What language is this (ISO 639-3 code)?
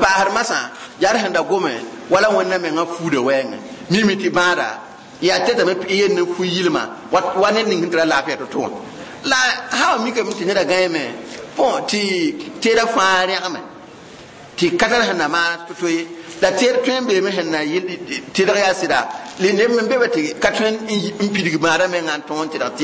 mos